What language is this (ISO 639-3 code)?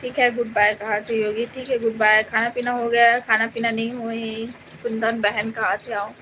hne